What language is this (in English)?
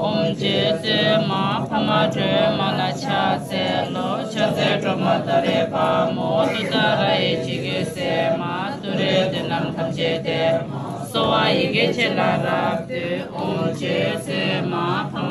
Tibetan